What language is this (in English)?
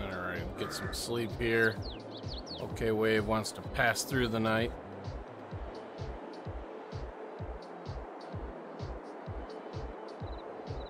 English